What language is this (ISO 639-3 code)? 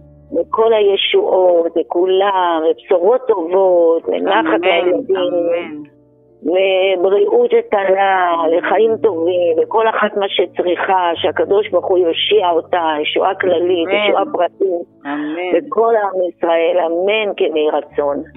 heb